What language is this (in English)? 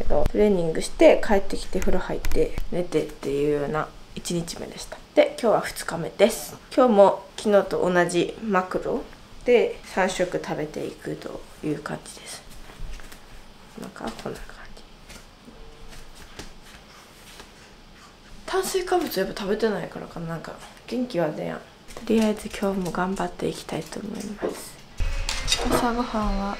Japanese